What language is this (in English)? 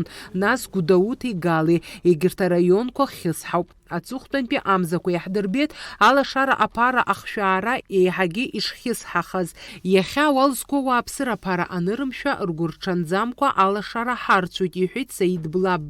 Abkhazian